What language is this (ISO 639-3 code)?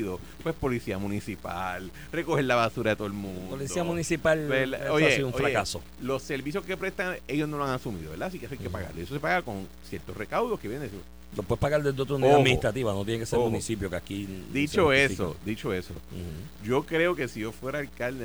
spa